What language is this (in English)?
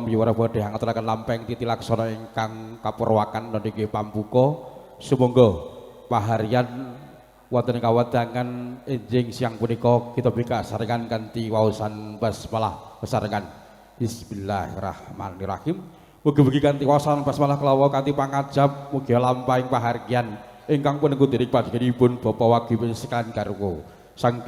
Javanese